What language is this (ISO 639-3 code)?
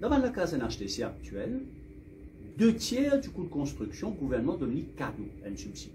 mfe